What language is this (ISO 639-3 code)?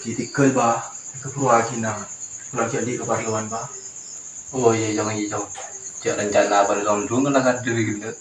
mad